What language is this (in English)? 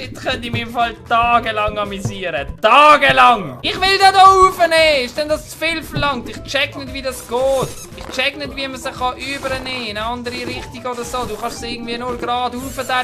Swiss German